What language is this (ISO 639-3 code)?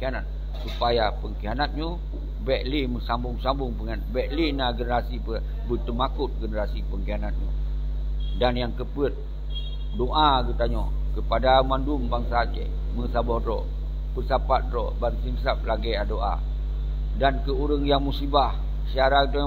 ace